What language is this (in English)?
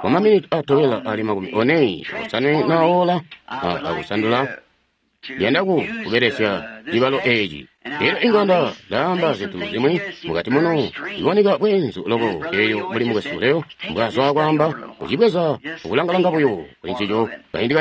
Tonga (Zambia)